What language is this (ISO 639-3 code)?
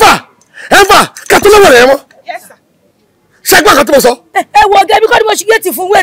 yor